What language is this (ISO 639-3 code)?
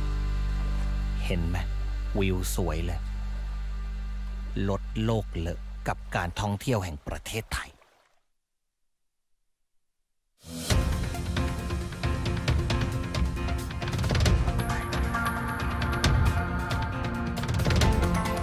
tha